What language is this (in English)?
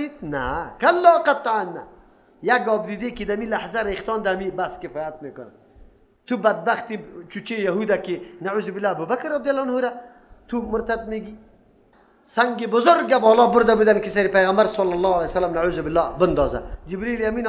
Persian